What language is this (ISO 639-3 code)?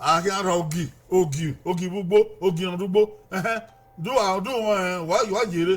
bin